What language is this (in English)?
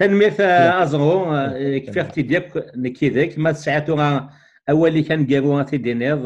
Kabyle